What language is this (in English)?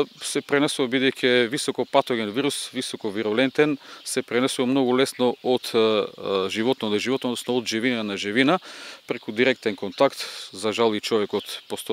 Macedonian